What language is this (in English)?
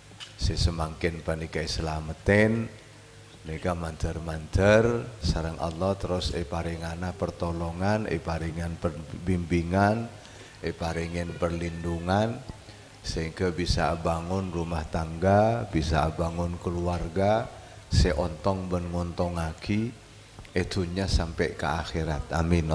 Madurese